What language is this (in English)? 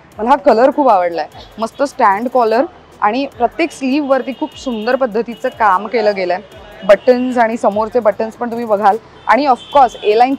Marathi